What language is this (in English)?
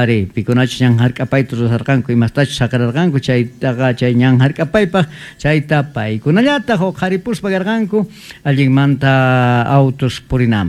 Quechua